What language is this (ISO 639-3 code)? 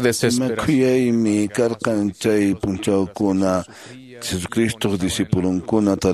que